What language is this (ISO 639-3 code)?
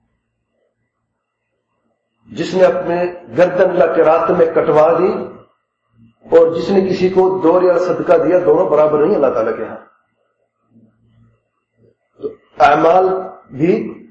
urd